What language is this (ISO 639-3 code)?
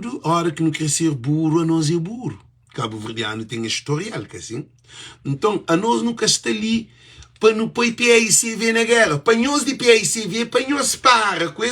kea